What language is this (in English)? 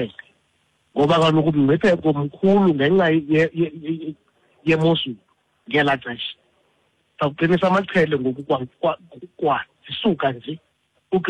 Xhosa